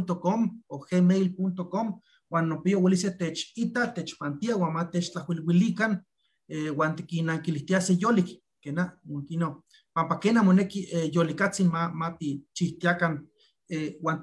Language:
Eastern Huasteca Nahuatl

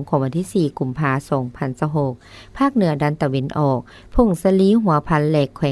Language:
Lao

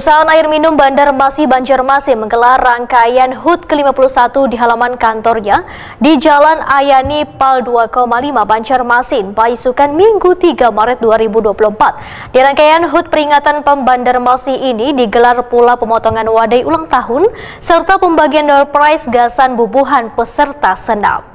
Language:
Banjar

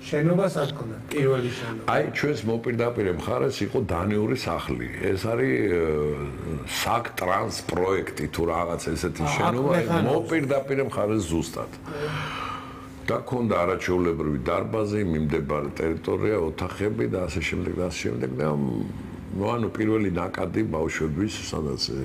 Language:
Georgian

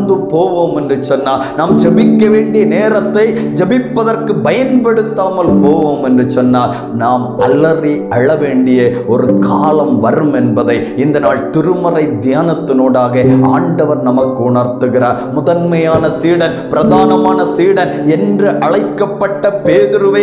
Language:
Tamil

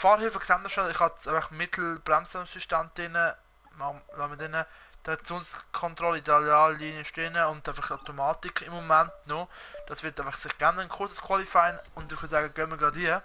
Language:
Swiss German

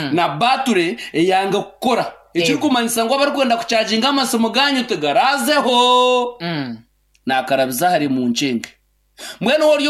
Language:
Nyankole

